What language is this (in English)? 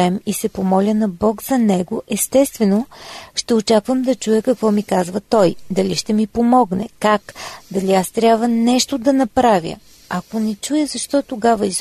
Bulgarian